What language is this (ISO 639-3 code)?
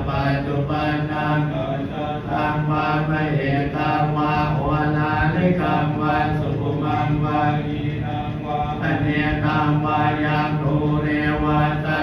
pli